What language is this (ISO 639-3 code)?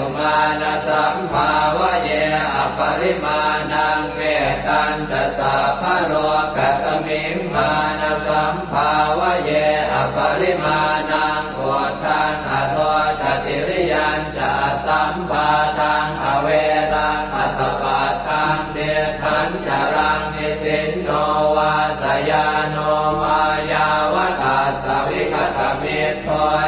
pli